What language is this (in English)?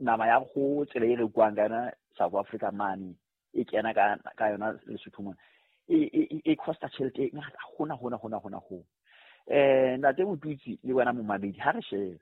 Southern Sotho